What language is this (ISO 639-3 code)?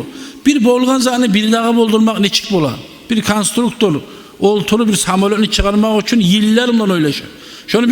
kum